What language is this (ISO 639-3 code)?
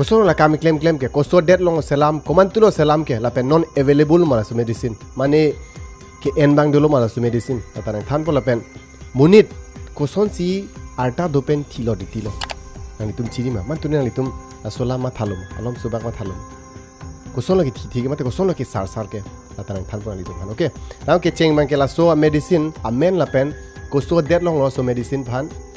mjw